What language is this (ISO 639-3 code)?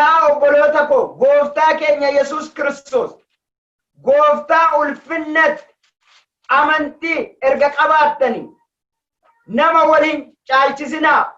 orm